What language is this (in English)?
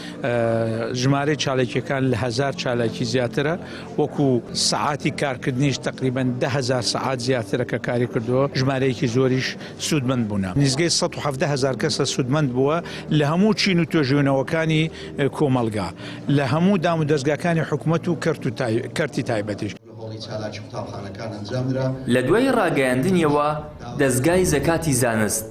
Central Kurdish